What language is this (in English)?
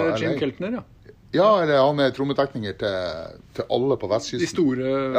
Norwegian